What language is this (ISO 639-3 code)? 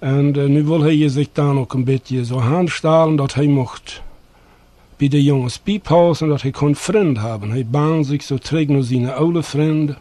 pdt